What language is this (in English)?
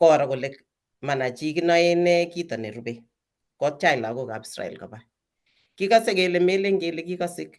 Kalenjin